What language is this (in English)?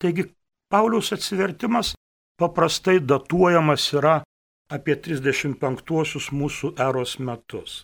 Lithuanian